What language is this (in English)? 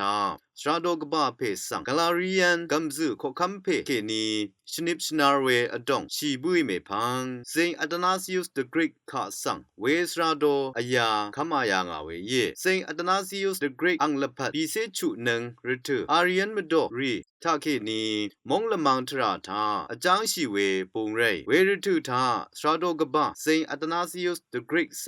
Rawang